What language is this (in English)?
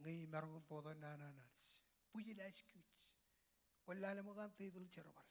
Marshallese